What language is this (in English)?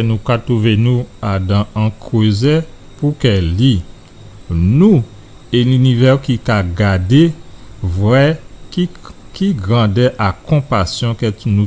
Guadeloupean Creole French